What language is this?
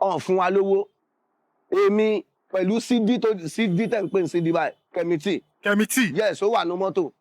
Yoruba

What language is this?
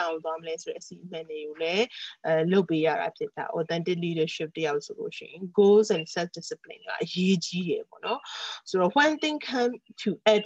Burmese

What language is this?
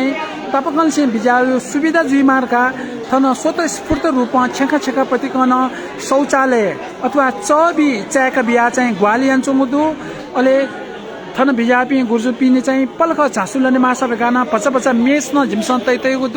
Newari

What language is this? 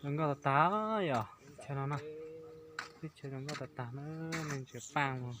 Hmong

